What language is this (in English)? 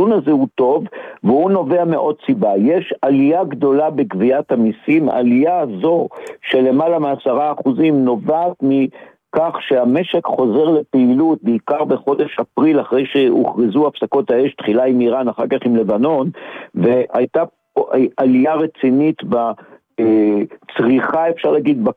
Hebrew